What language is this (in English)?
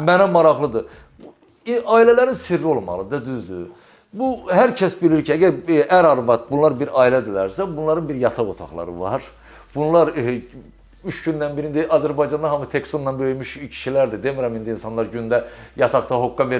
Azerbaijani